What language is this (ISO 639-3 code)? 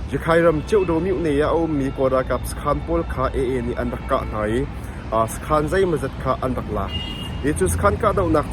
cnh